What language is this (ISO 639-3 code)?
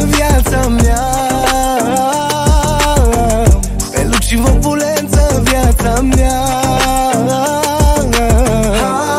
ron